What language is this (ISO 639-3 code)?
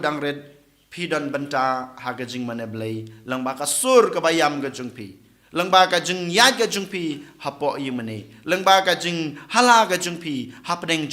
kha